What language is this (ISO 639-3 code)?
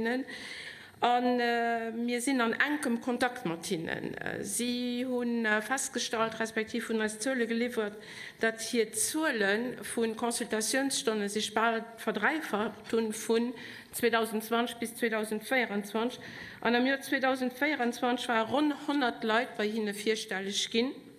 ltz